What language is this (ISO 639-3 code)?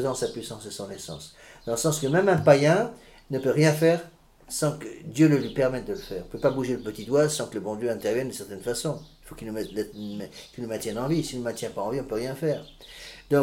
fra